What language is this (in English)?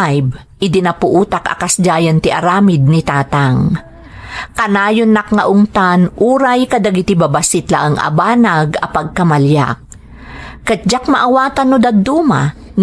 Iloko